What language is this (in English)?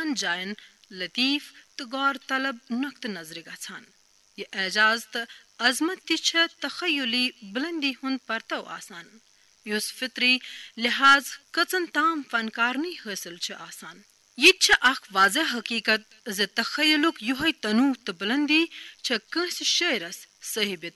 Kashmiri